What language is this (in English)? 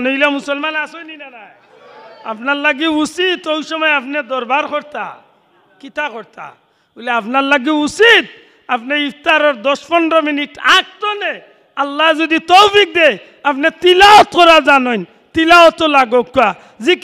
Sylheti